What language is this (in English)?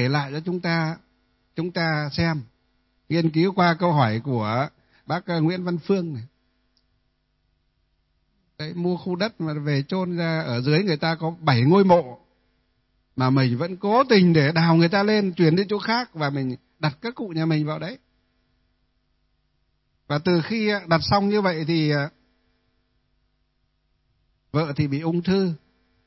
Vietnamese